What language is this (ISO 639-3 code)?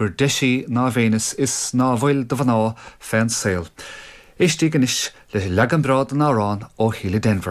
gle